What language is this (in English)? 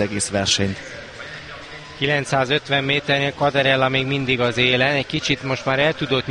Hungarian